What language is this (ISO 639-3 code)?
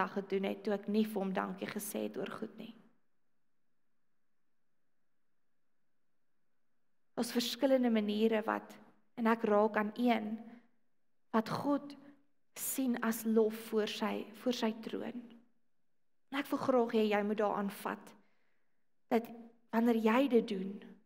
afr